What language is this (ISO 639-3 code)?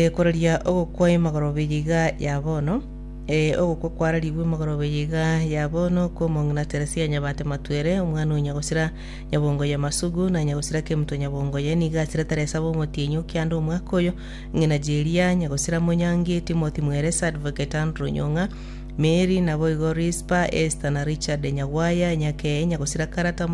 guz